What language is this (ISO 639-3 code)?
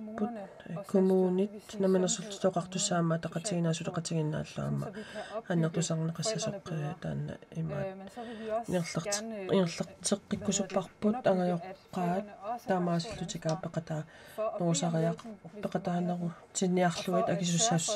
kal